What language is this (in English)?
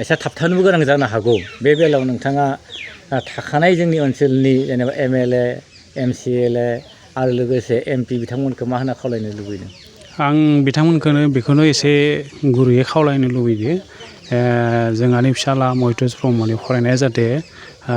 Bodo